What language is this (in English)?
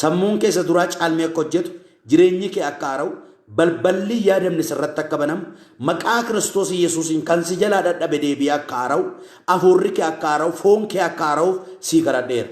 Oromo